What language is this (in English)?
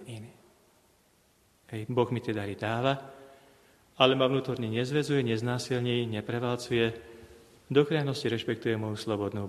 Slovak